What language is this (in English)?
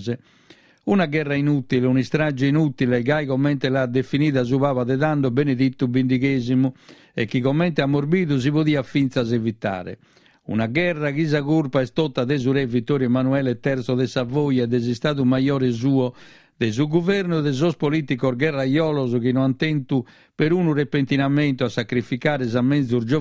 Sardinian